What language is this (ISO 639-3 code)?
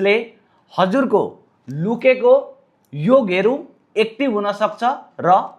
nep